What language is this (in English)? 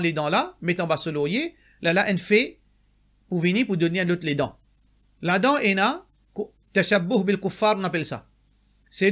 Morisyen